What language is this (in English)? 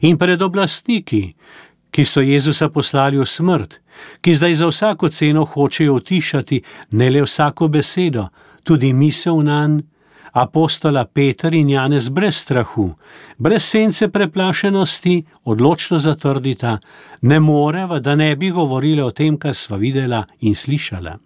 Slovenian